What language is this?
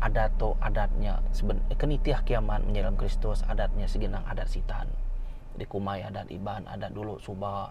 Iban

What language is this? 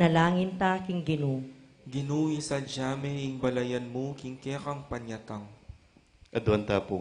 Pampanga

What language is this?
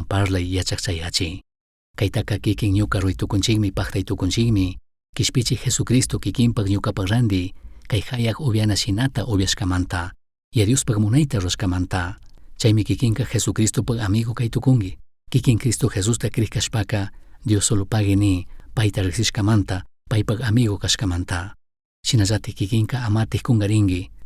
Chimborazo Highland Quichua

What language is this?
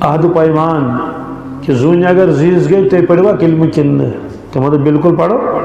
Kashmiri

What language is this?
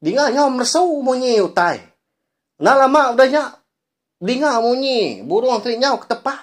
Iban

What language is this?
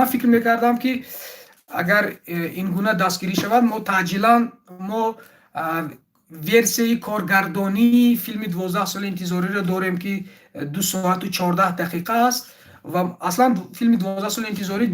Tajik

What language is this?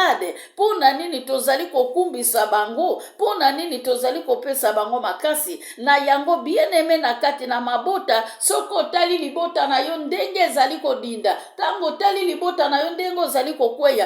Lingala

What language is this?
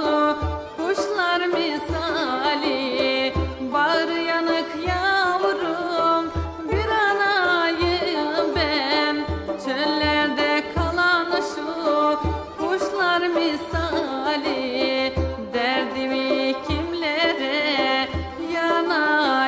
Turkish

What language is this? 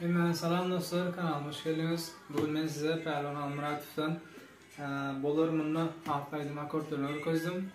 Turkmen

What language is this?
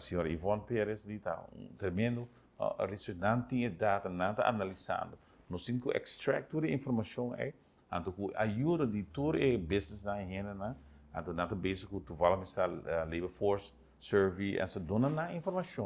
Papiamento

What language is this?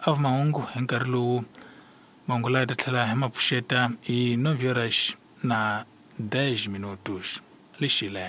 Tsonga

